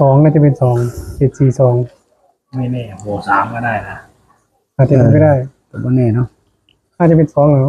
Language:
Northeastern Thai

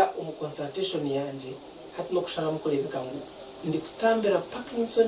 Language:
Nyankole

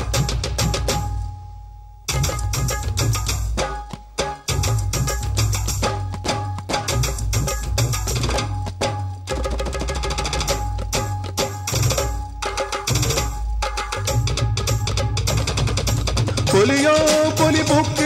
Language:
Malayalam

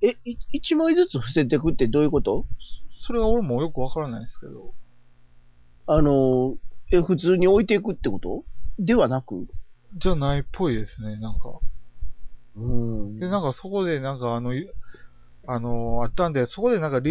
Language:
Japanese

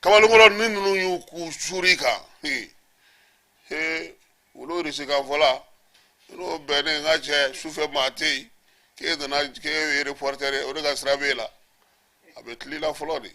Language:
Bambara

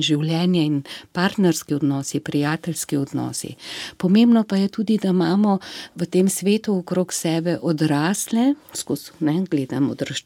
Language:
Slovenian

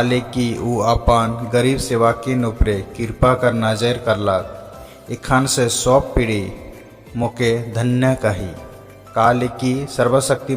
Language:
Sadri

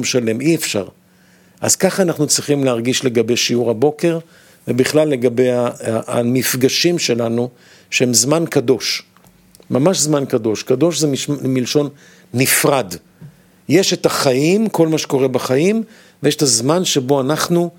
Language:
Hebrew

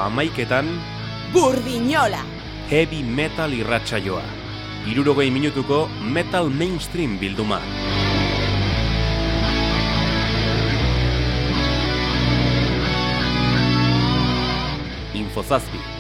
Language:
Basque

